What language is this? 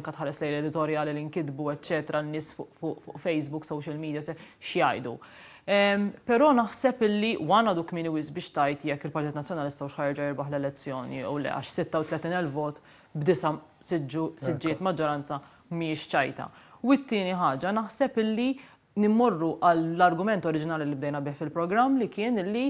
Maltese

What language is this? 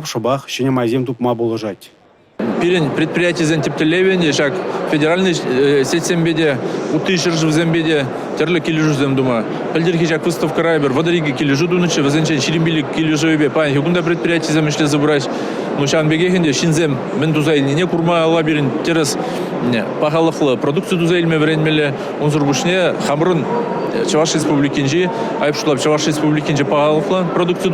Chuvash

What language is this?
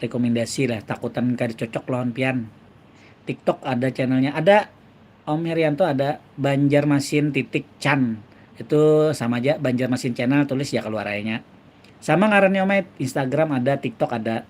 Banjar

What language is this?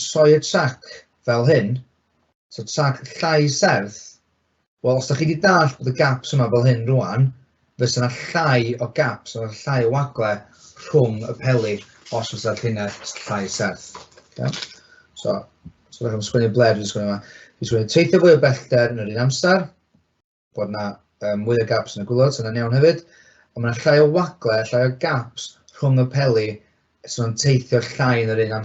Welsh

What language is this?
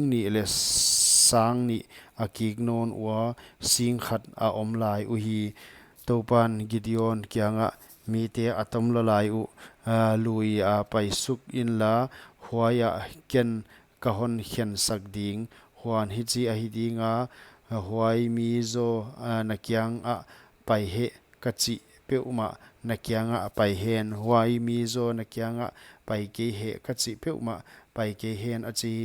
Paite Chin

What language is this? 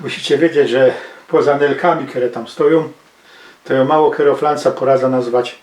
Silesian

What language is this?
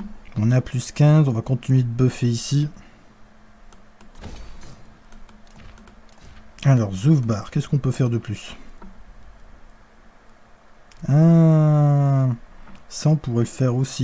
French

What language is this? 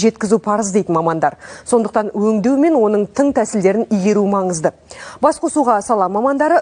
Kazakh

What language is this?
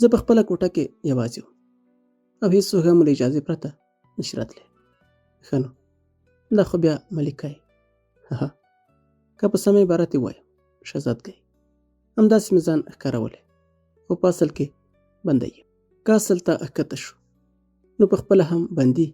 Pashto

